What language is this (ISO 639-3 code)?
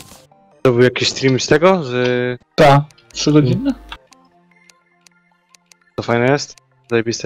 pol